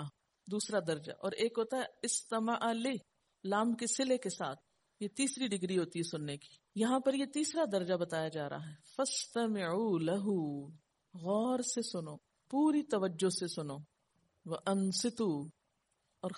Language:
Urdu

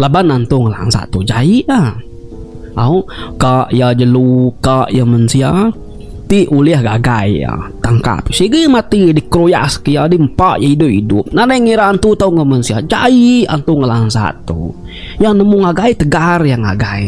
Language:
Iban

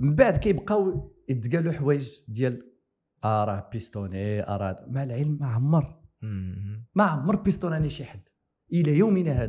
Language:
Moroccan Arabic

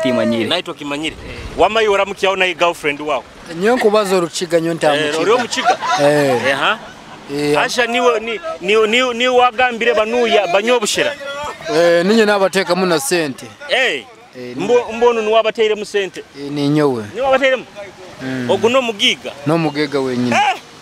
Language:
Nyoro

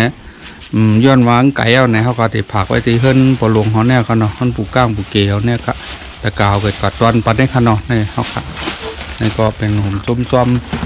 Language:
Shan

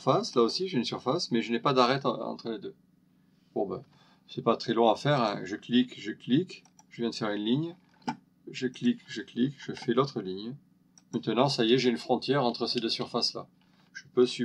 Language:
French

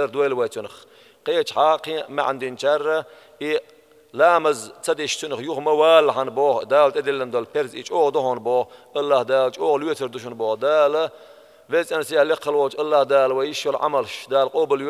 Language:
Chechen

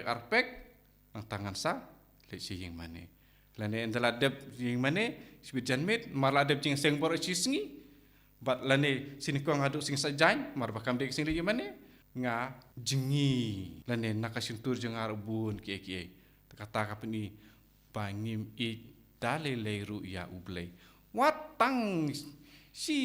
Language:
Khasi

